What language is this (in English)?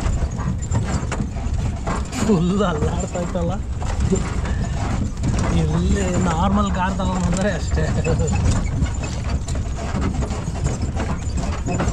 Kannada